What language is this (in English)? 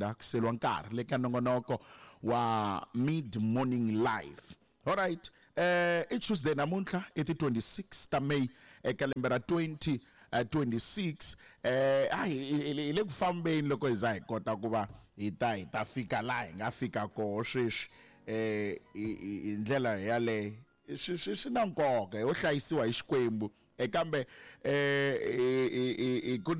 Tsonga